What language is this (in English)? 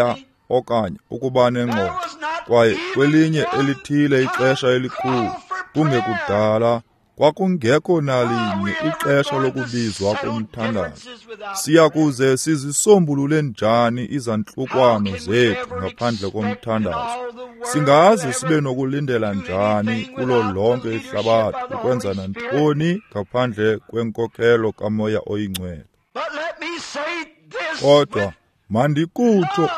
Xhosa